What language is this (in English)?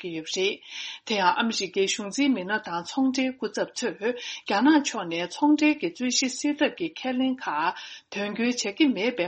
Tibetan